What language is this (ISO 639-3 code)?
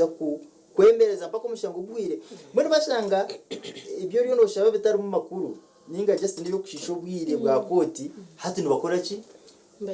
nyn